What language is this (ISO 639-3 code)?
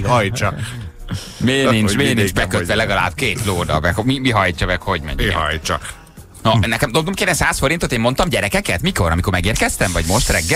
hun